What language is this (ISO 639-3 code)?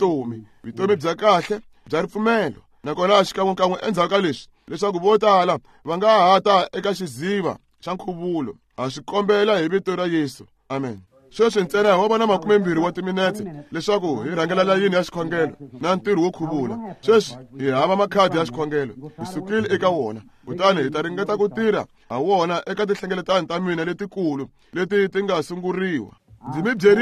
tso